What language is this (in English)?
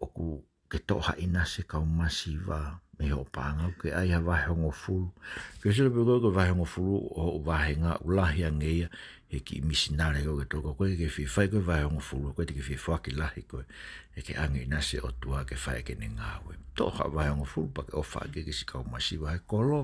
Tongan